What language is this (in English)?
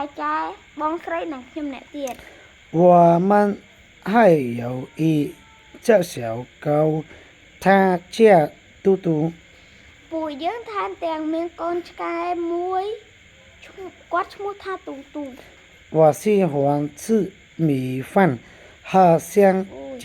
Khmer